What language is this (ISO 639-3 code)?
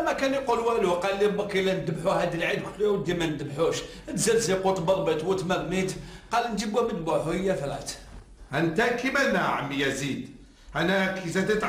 arq